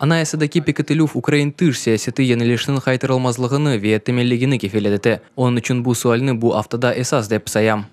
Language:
Crimean Tatar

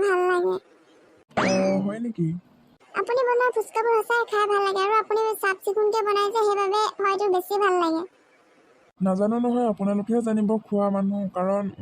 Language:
Assamese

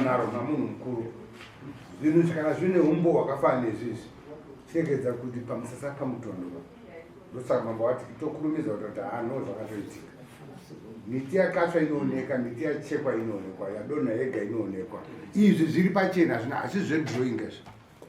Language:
Shona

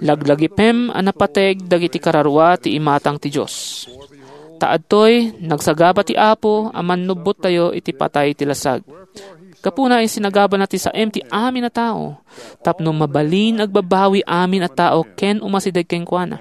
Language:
Iloko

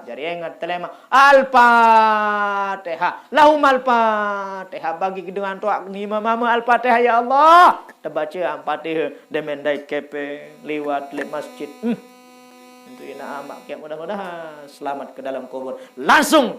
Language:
Sasak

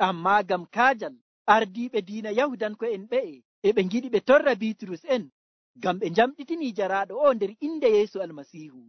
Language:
Nigerian Fulfulde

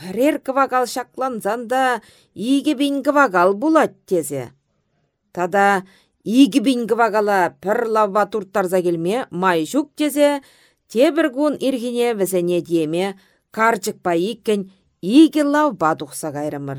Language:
Chuvash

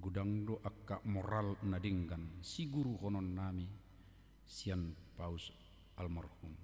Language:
Batak Toba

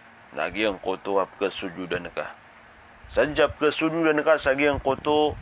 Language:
Maranao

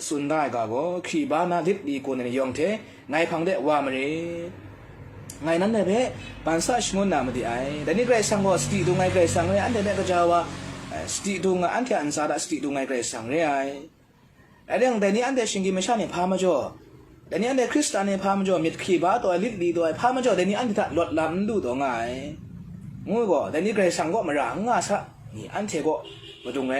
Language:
Kachin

